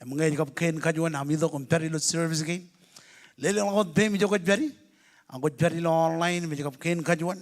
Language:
Marshallese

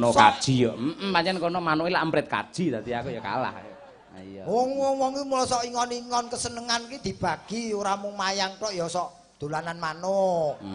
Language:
Javanese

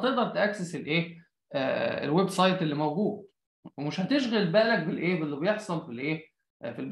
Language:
Egyptian Arabic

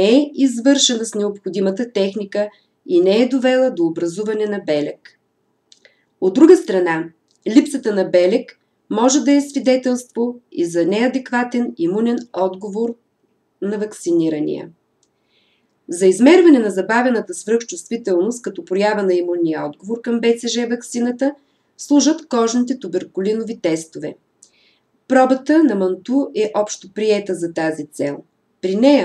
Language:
Bulgarian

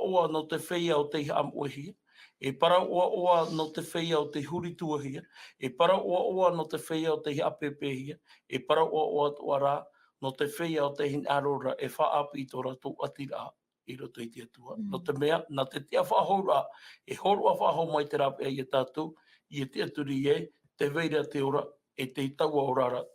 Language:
Tahitian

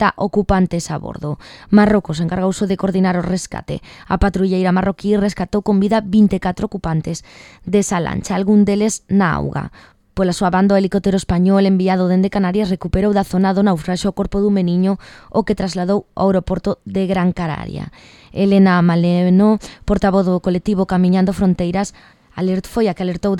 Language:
Galician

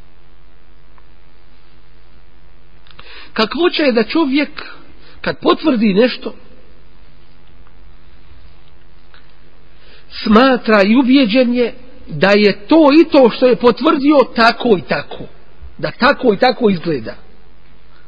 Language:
Bosnian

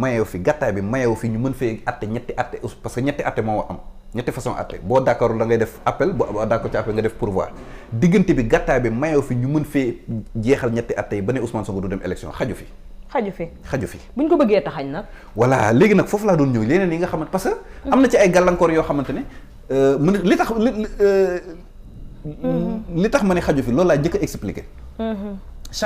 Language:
Wolof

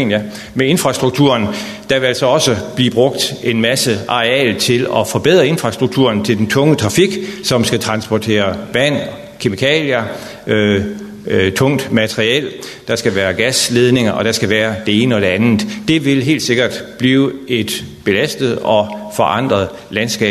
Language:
Danish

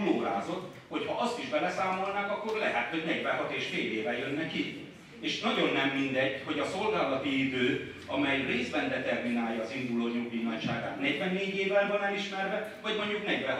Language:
Hungarian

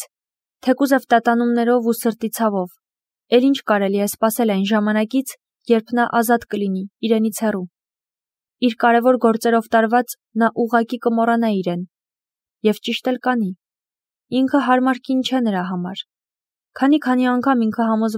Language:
Armenian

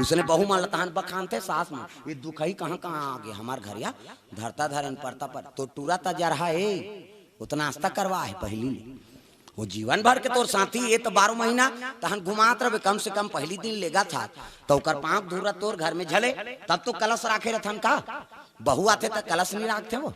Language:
Chhattisgarhi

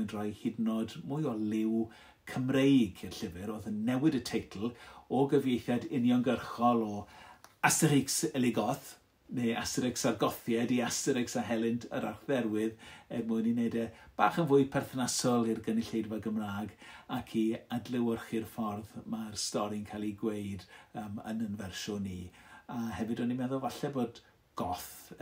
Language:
Welsh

